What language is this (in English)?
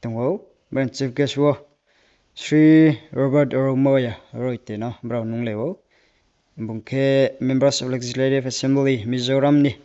Riang (India)